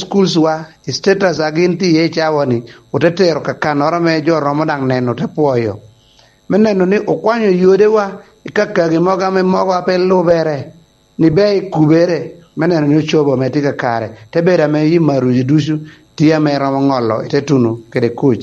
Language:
Lango (Uganda)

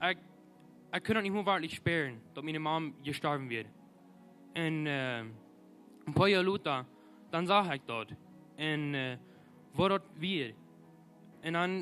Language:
Plautdietsch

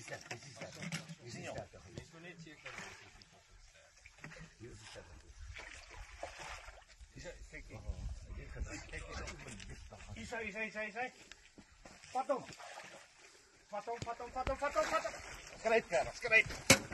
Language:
Afrikaans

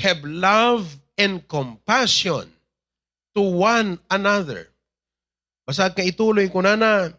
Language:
Iloko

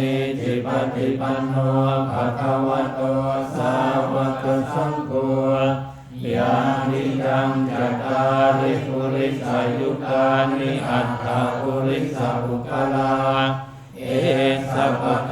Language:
Pali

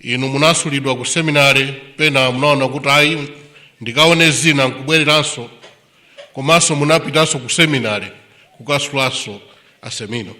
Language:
Nyanja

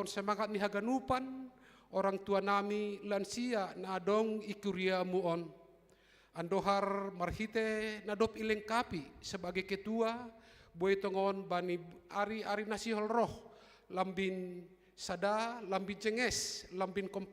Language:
Batak Simalungun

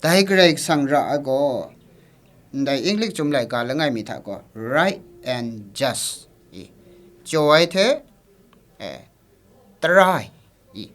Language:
Kachin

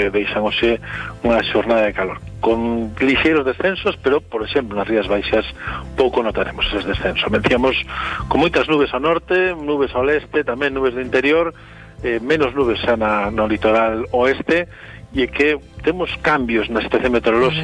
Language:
Galician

